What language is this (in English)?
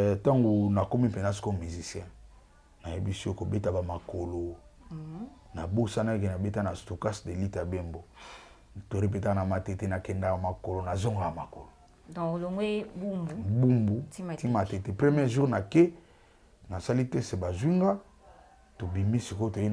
Lingala